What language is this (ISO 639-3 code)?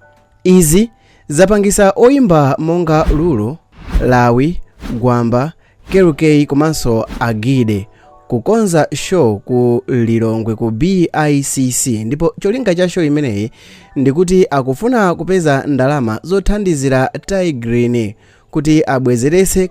nya